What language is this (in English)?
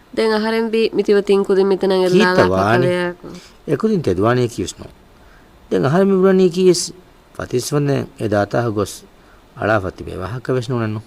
Divehi